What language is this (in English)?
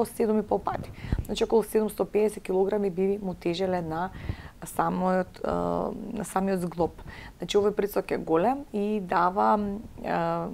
Macedonian